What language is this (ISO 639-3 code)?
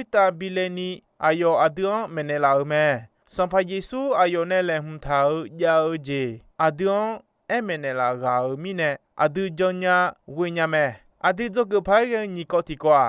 ahk